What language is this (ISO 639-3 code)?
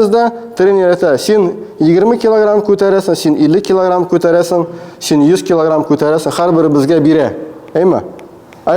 tat